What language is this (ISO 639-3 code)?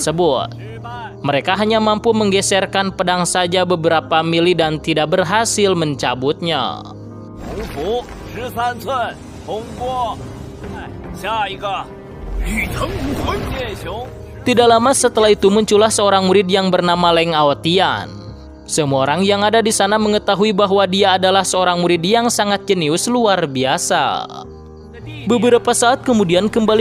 ind